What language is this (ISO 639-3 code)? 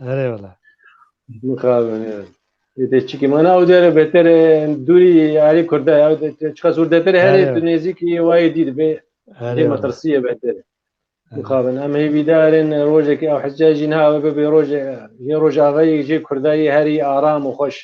kur